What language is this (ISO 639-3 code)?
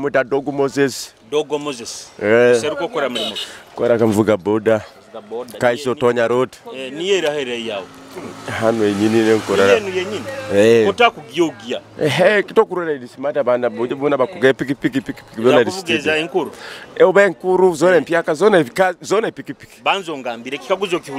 nyo